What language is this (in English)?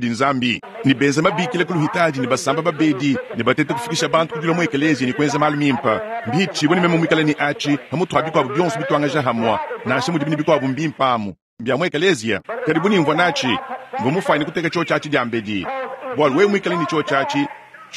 Luba-Lulua